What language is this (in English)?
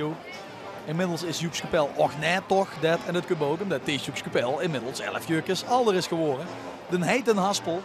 Limburgish